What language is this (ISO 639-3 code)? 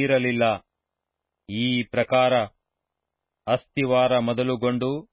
kan